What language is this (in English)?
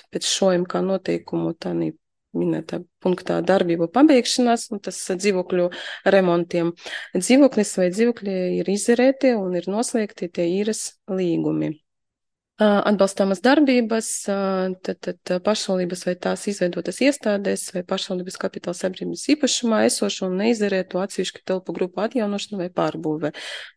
Latvian